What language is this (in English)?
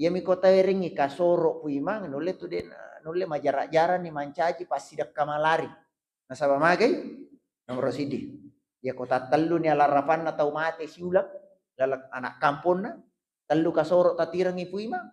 Buginese